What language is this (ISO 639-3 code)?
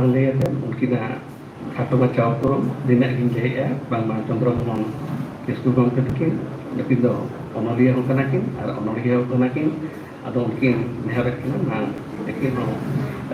sat